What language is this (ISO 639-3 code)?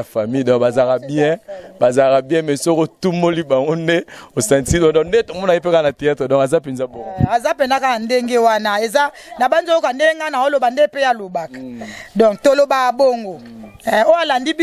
lin